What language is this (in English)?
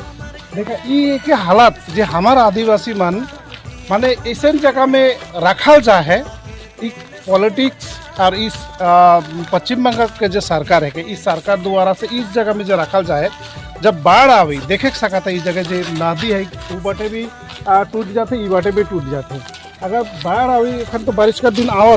Sadri